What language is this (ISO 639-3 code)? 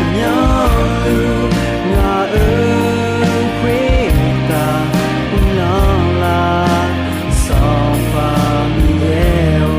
ahk